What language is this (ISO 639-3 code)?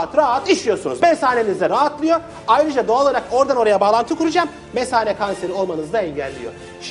tur